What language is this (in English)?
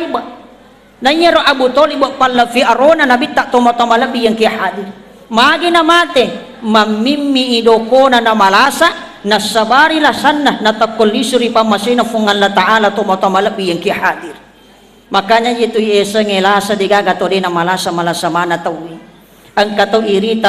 Buginese